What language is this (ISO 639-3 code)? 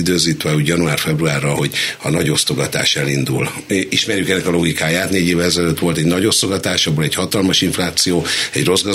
hun